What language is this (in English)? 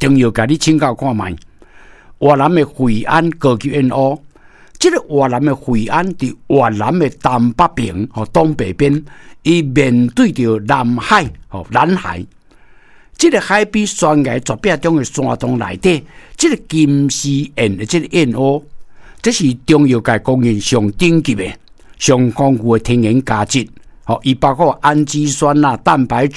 Min Nan Chinese